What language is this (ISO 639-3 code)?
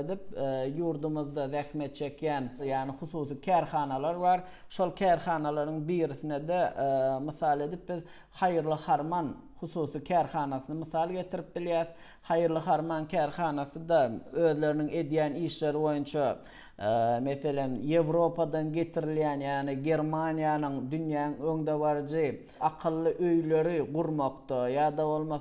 tuk